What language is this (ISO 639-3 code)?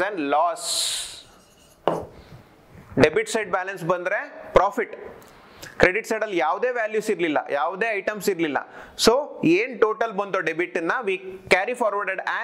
kan